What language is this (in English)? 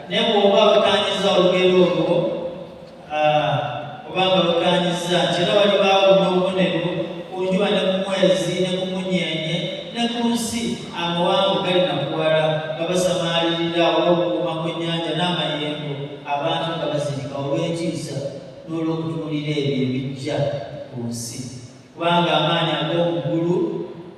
Ganda